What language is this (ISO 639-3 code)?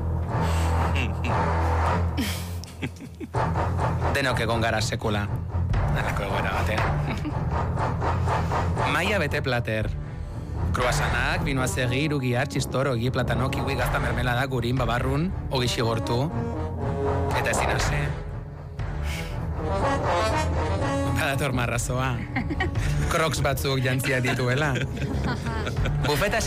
eus